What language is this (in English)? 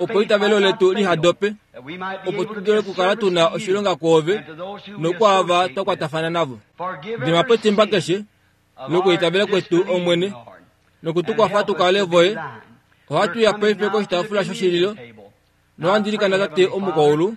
Kuanyama